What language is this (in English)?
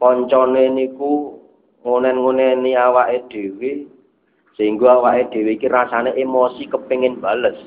Javanese